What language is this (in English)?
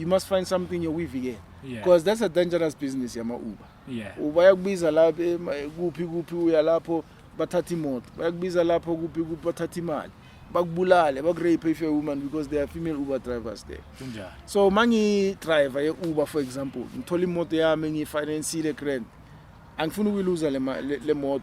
Zulu